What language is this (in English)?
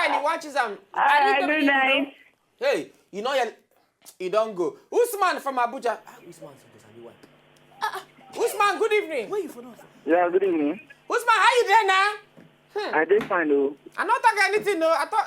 Nigerian Pidgin